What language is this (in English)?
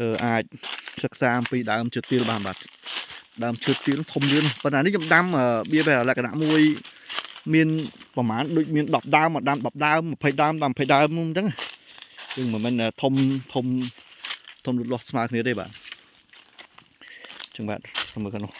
Khmer